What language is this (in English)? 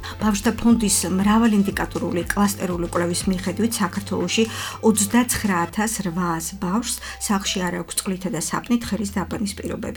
Georgian